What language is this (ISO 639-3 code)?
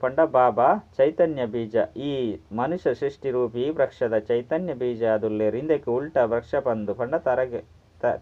tcy